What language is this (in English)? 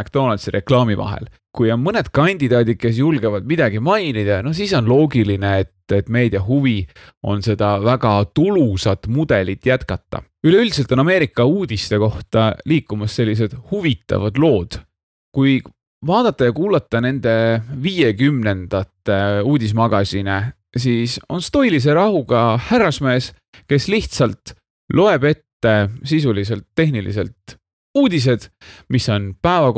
Estonian